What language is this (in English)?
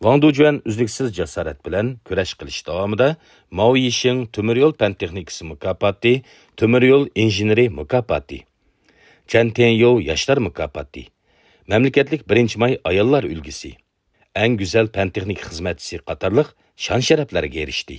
Uyghur